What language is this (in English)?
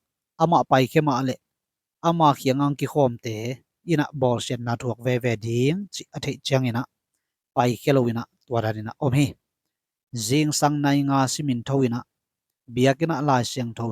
Tedim Chin